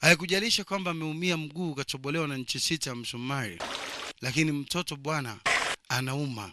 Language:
Swahili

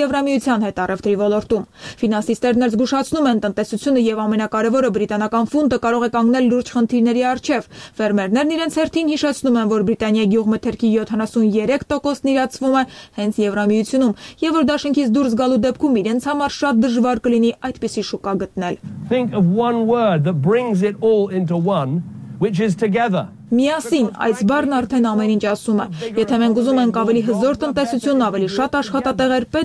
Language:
Armenian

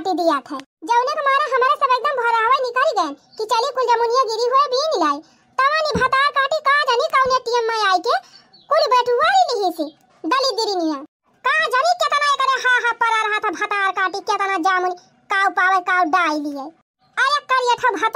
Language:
Awadhi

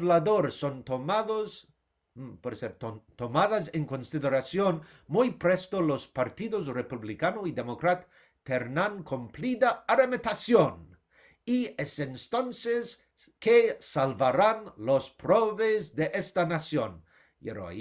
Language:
Ladino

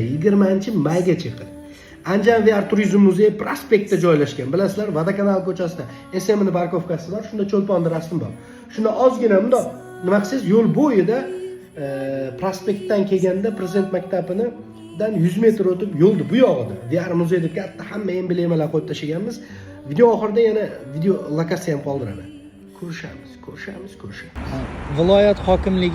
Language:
Uzbek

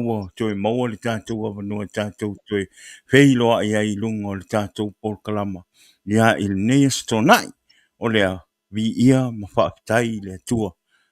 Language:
Samoan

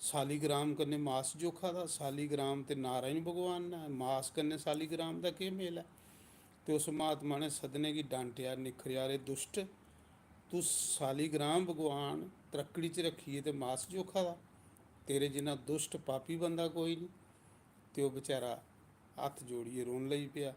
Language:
Dogri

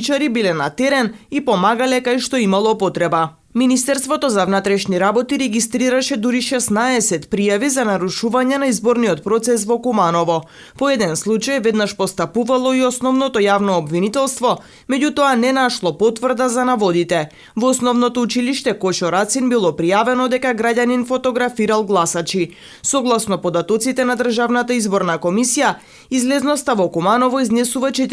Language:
Macedonian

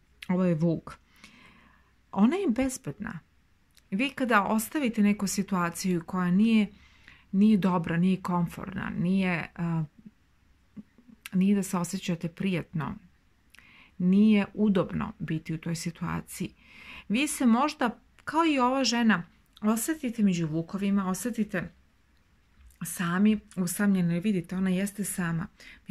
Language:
Serbian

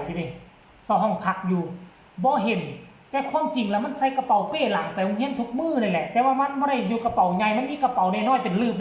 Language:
Northeastern Thai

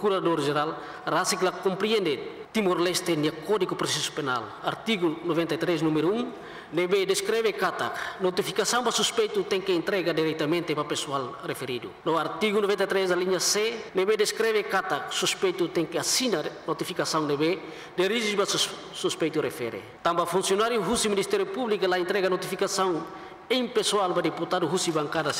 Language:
Tetum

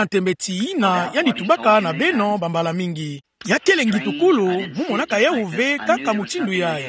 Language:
Kituba (Democratic Republic of Congo)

